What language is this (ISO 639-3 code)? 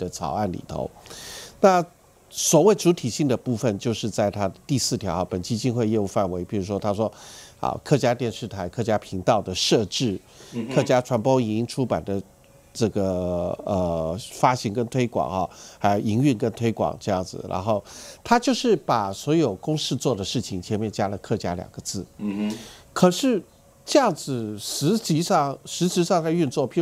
zho